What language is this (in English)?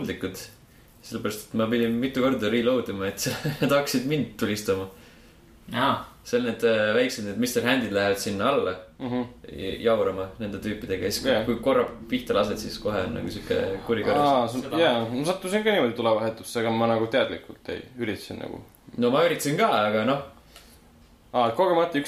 Estonian